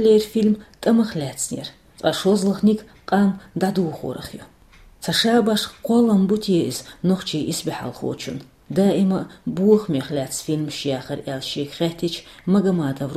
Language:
Chechen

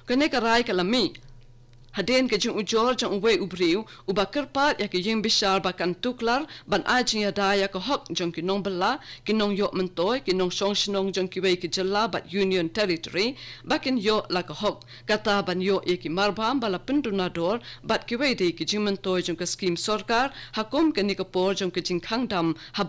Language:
Khasi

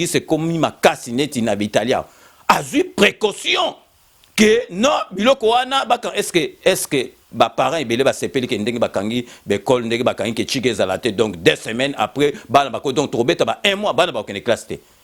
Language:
Lingala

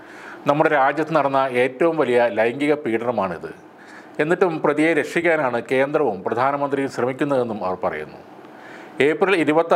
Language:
Malayalam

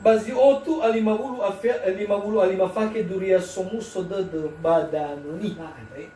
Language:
Nias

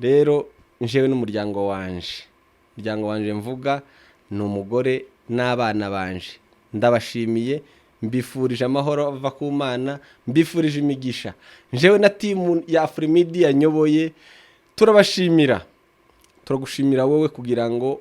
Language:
Rundi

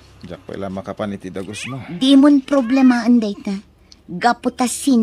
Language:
Iloko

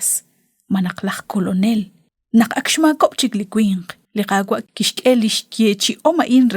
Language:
Kekchí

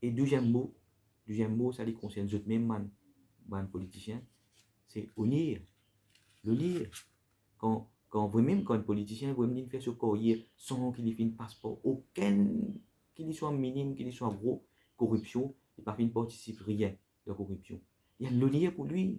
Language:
Morisyen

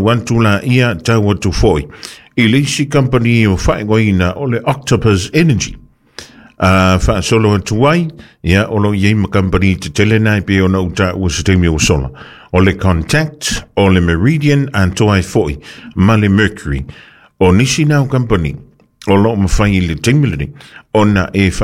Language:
Samoan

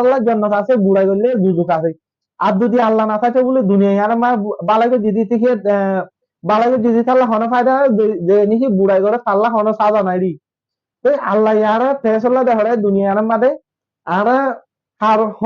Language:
Rohingya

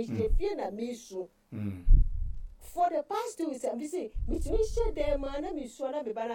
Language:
Akan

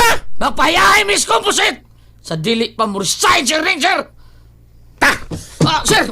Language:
Cebuano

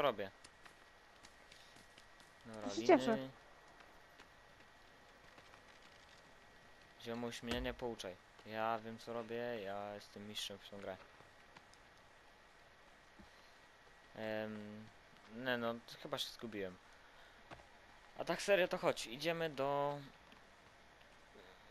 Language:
Polish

